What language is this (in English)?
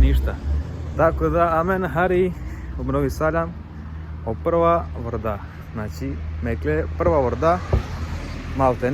Romany